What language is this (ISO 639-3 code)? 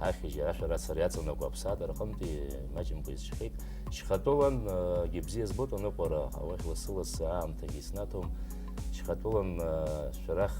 abk